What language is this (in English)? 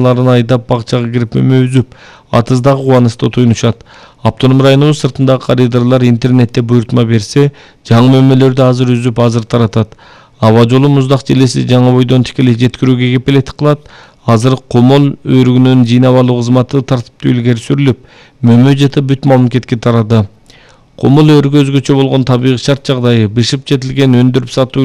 Kyrgyz